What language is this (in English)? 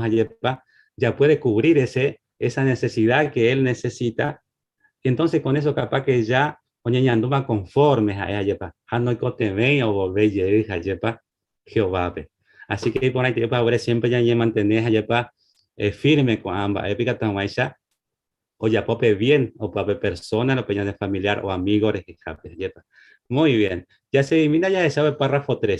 Guarani